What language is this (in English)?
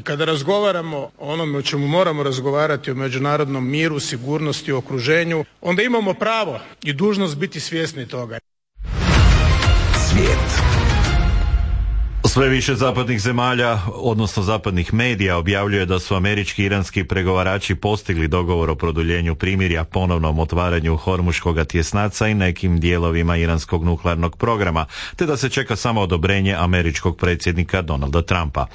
Croatian